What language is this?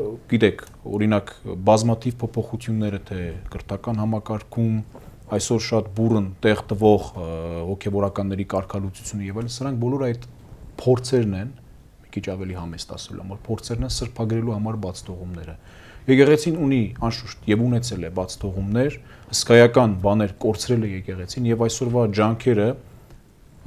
Armenian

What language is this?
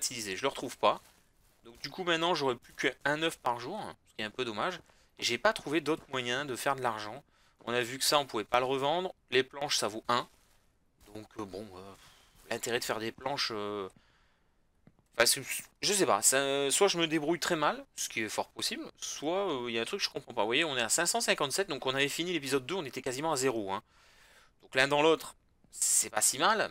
French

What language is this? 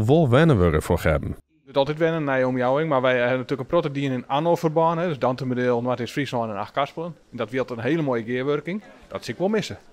Western Frisian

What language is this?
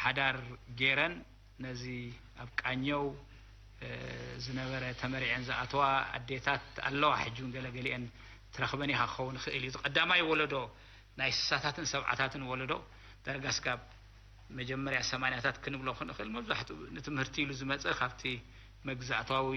Tigrinya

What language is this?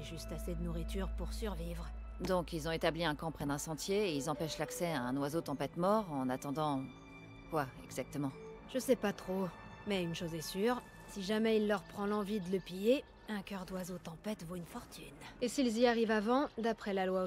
French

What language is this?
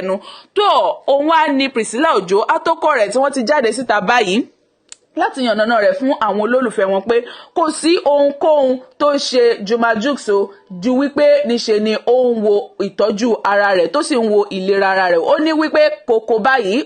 Yoruba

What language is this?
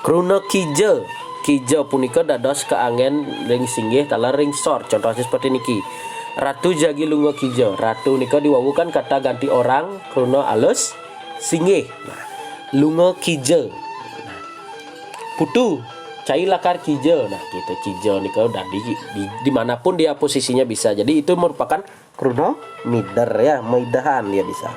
Balinese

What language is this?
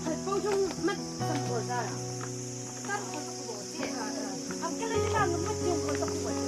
Chang Naga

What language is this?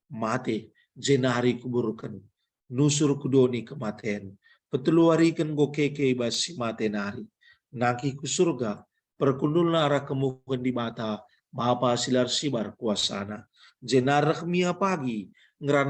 Batak Karo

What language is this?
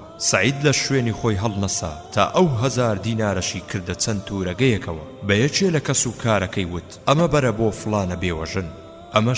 Central Kurdish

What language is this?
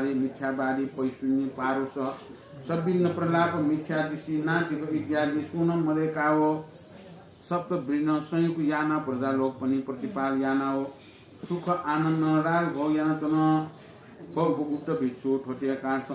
Newari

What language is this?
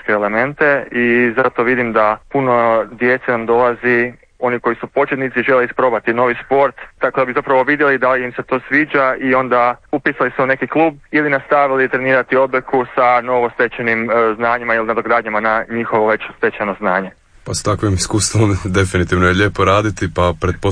Croatian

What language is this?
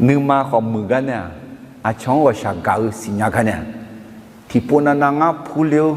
Akha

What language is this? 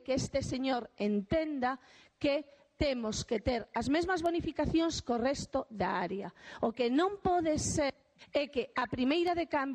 Galician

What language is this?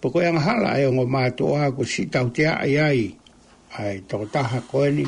Tongan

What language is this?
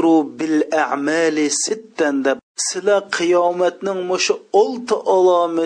Uyghur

